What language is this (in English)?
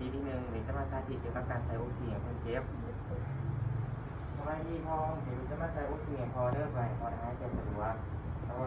Lao